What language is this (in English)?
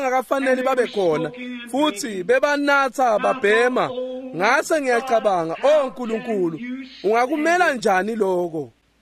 Swati